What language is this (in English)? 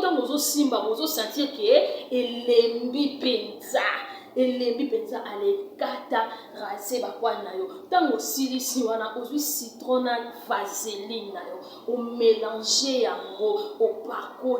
Lingala